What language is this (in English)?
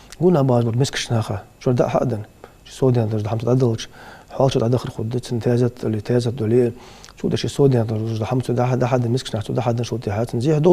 Ingush